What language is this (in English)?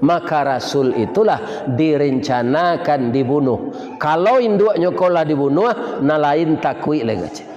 Minangkabau